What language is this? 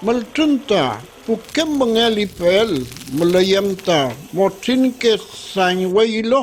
Mapuche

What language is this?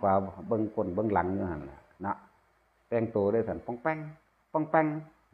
Northeastern Thai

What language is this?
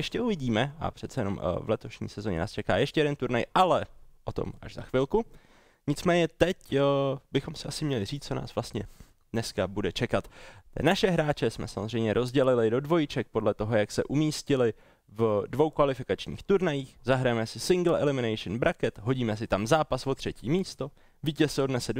Czech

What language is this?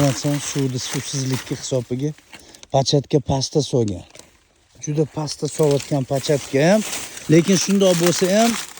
Uzbek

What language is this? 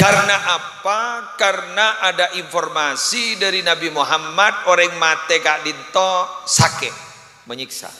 Madurese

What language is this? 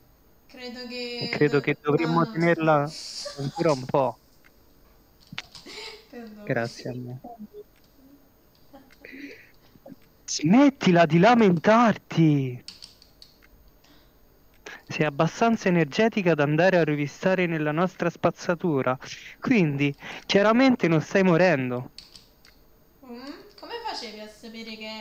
Italian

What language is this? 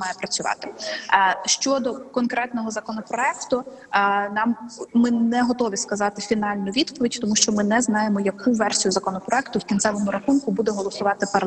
Ukrainian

